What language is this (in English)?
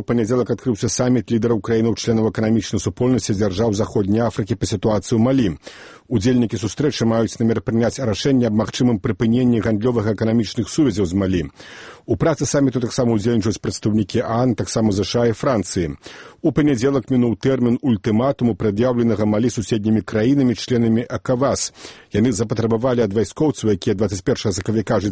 Belarusian